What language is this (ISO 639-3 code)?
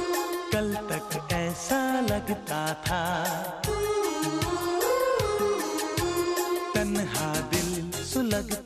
hin